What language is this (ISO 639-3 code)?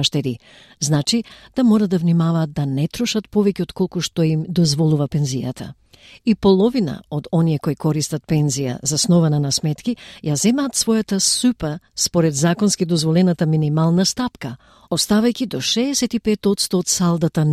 mkd